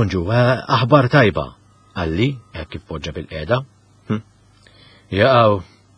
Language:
Maltese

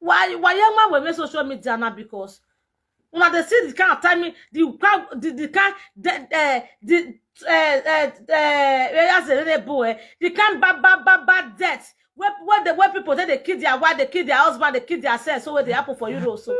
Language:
Nigerian Pidgin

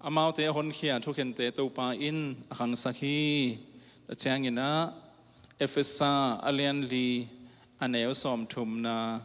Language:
Tedim Chin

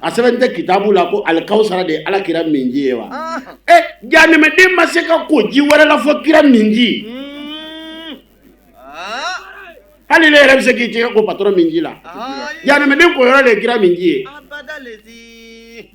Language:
Bambara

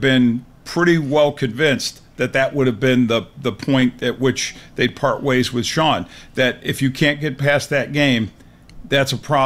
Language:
English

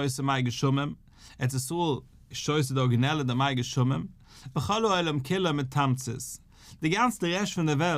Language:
Yiddish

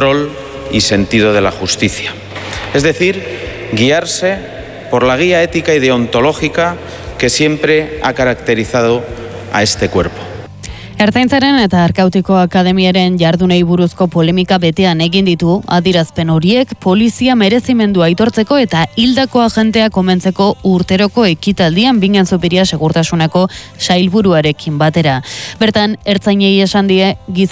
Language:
Basque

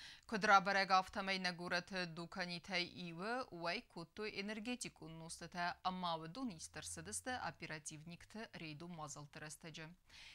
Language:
Ossetic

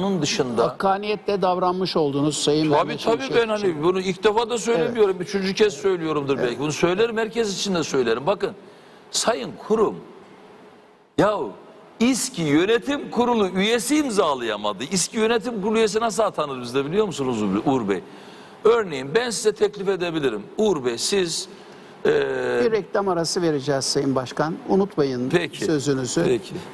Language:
Turkish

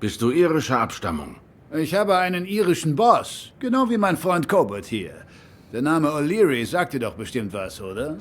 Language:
Swiss German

